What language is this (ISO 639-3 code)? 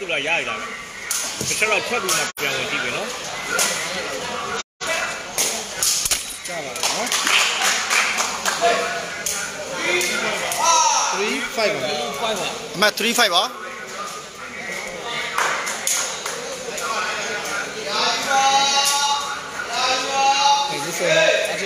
mya